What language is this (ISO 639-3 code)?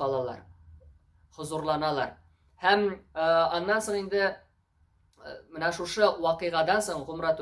tat